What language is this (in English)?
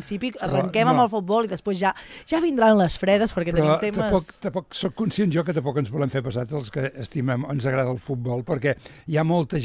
Catalan